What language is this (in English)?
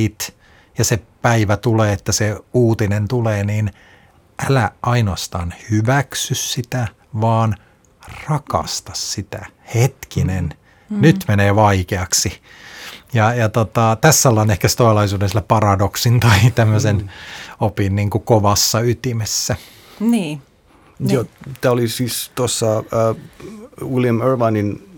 Finnish